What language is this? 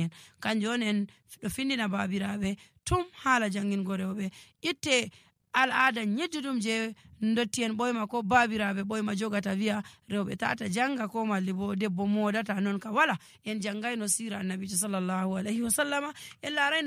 Nigerian Fulfulde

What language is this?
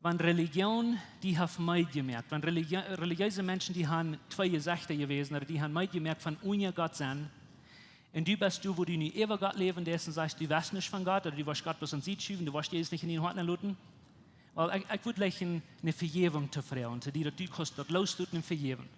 Plautdietsch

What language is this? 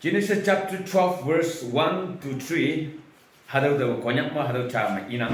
Naga Pidgin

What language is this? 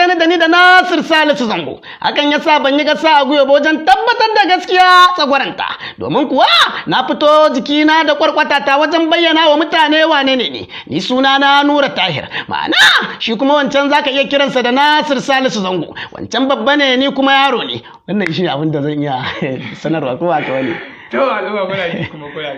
Hausa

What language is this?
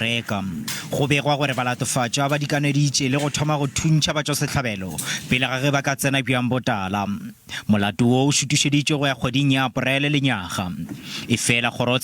Northern Sotho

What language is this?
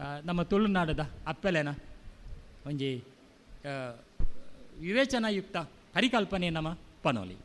Tulu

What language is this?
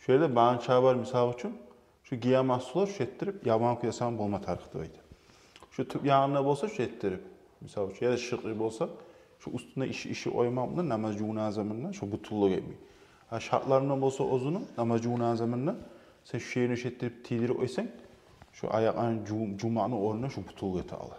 Kumyk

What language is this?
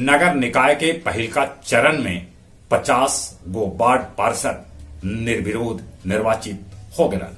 Magahi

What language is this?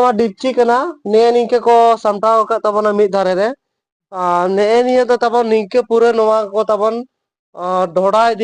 Santali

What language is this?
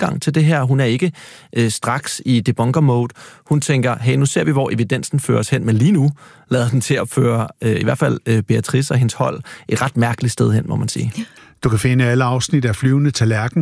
Danish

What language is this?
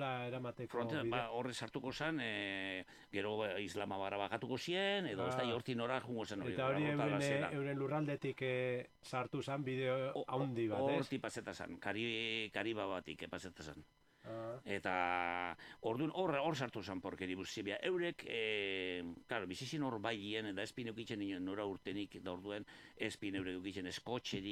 Basque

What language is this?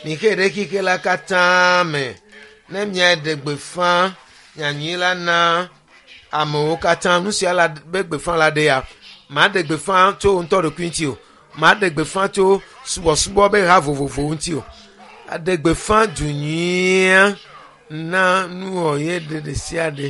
Ewe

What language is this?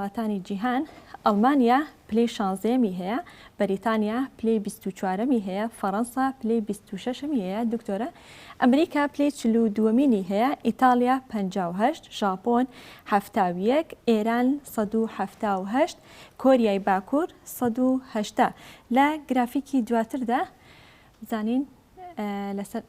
Central Kurdish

